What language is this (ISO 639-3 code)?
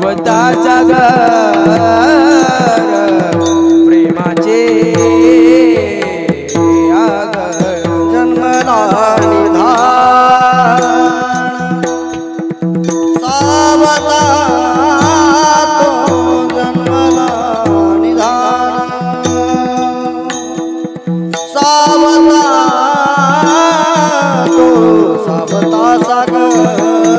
mar